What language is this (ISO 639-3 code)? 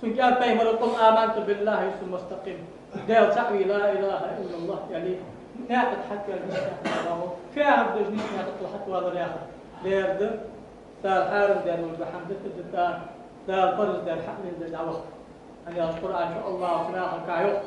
inh